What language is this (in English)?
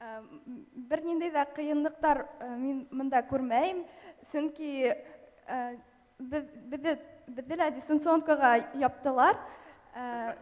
Bashkir